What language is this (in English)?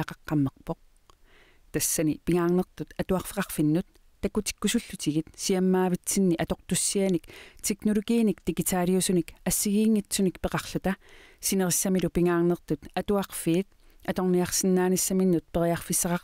Kalaallisut